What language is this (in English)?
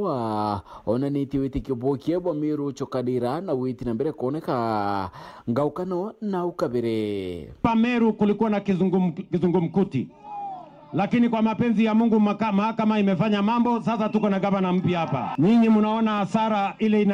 Meru